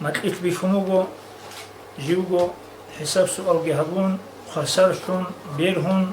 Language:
Avaric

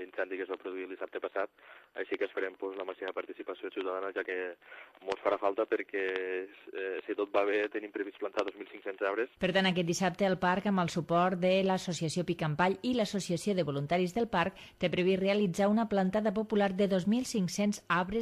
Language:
Catalan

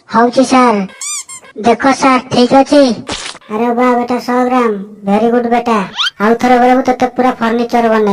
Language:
Odia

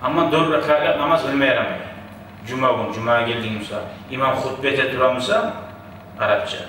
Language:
Kumyk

